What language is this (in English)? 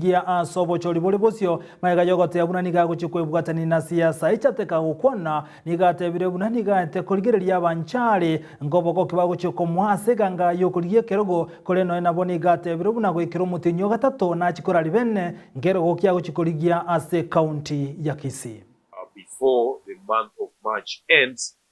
Gusii